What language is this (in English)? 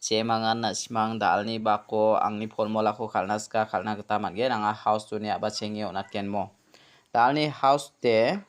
Garo